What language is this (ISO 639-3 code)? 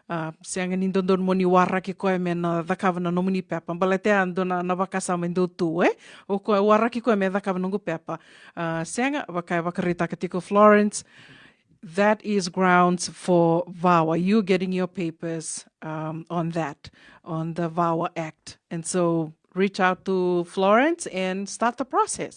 fij